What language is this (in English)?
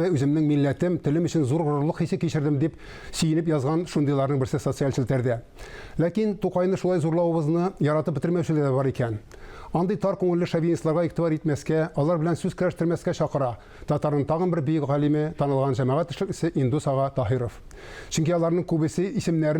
Tatar